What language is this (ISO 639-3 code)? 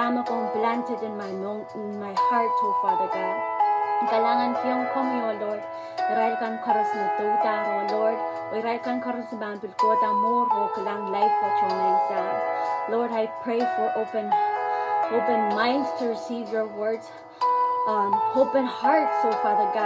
pon